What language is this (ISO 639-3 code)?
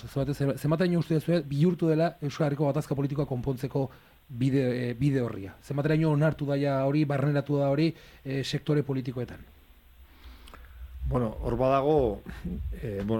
eus